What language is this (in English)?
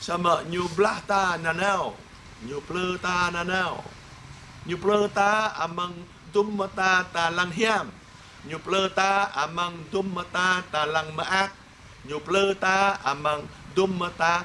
Jarai